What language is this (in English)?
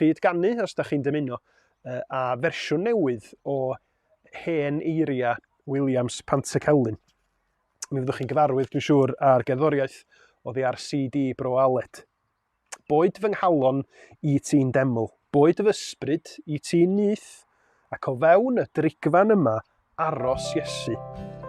Welsh